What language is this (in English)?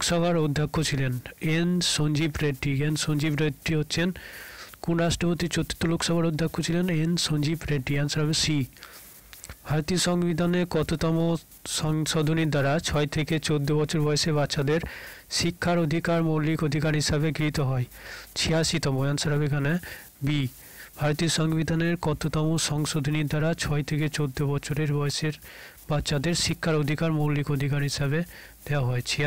Bangla